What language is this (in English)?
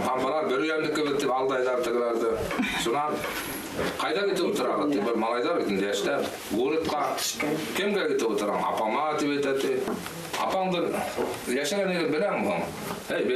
Bashkir